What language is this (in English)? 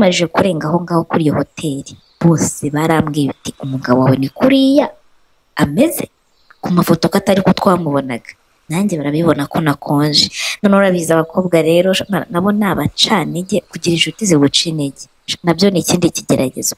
Kinyarwanda